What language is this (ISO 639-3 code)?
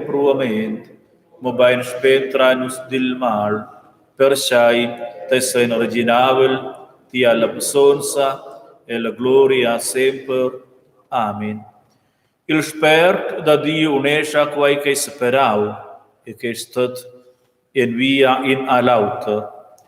roh